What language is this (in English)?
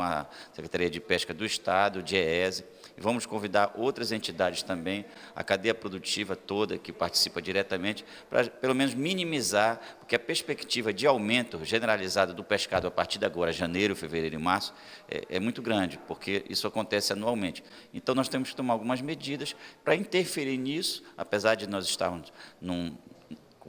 Portuguese